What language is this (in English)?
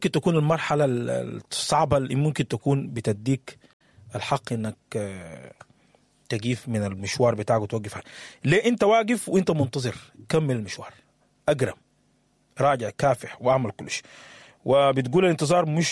Sudanese Arabic